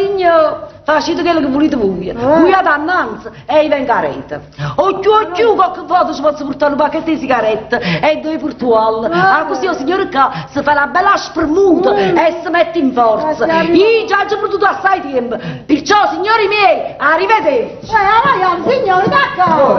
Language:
Neapolitan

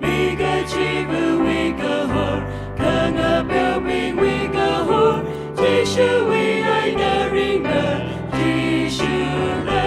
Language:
Tangkhul Naga (India)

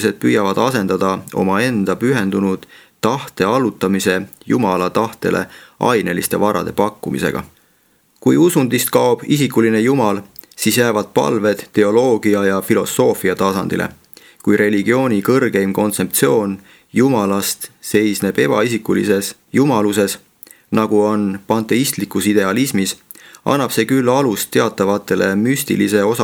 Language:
Estonian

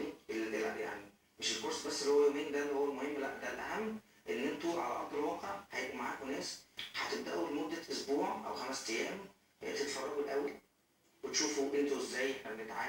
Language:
Egyptian Arabic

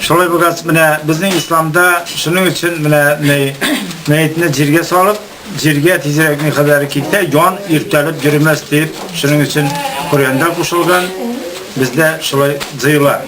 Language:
Tatar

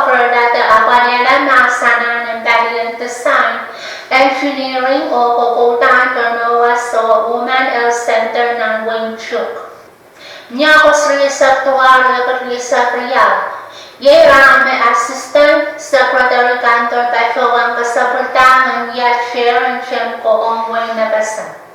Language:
Pohnpeian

